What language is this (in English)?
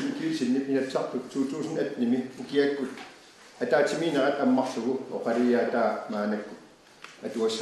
Kalaallisut